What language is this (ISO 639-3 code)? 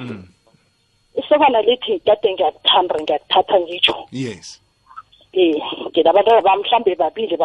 nbl